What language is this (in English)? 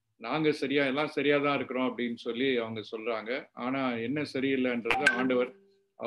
Tamil